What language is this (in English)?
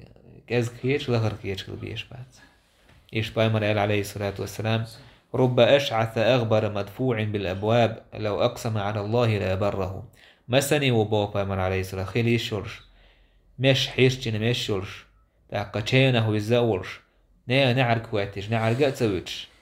Chechen